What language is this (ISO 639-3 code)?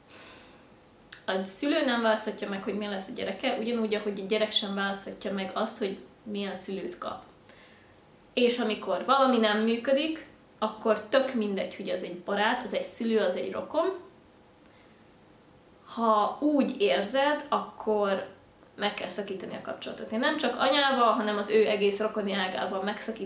hun